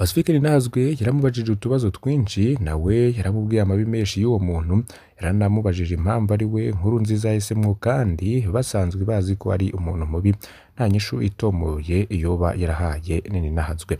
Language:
Rundi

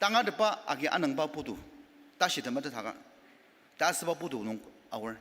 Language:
Ao Naga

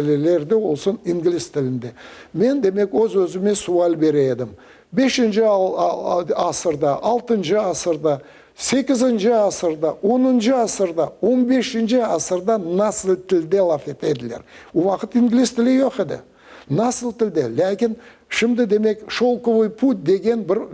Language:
Crimean Tatar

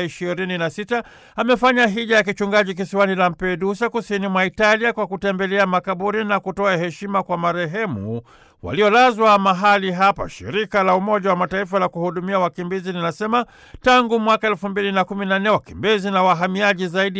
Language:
Swahili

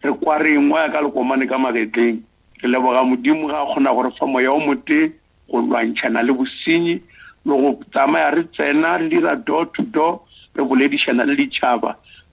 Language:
Northern Sotho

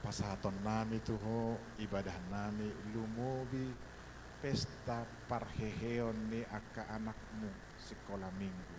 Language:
Batak Toba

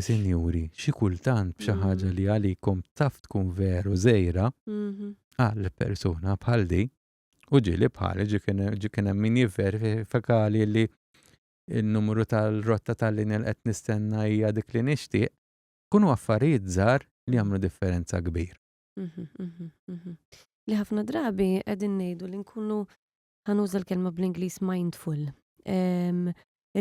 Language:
Maltese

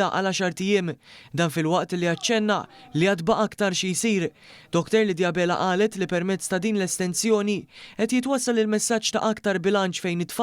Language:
Maltese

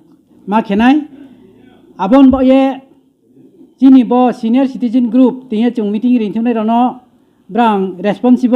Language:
Riang (India)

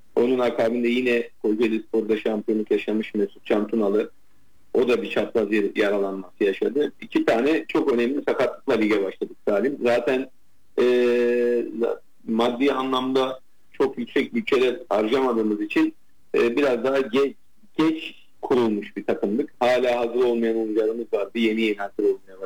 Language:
Turkish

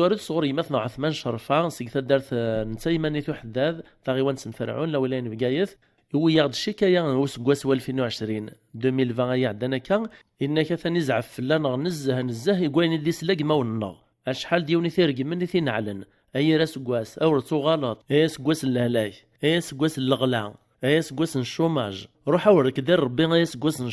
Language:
Kabyle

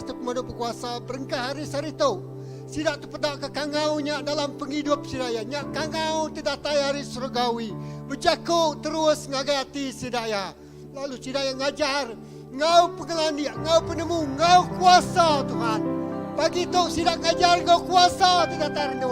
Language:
Iban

